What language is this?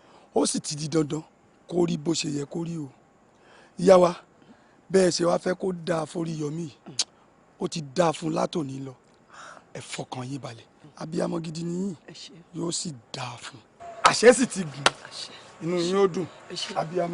Yoruba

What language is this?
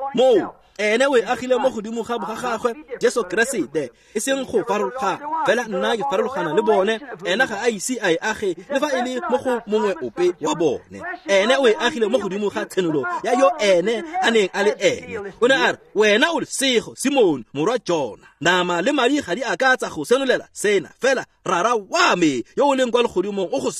Tswana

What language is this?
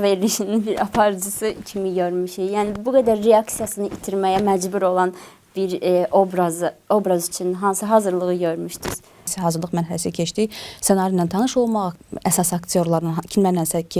Azerbaijani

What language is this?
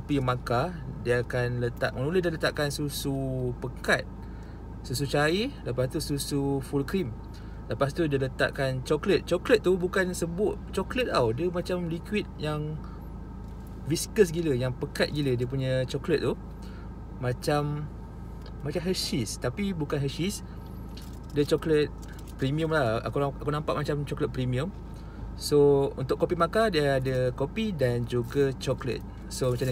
Malay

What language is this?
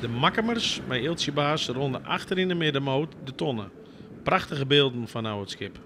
Western Frisian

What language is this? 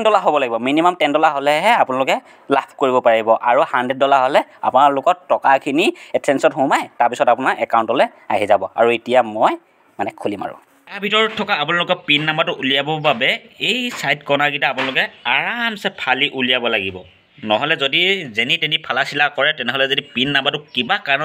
Assamese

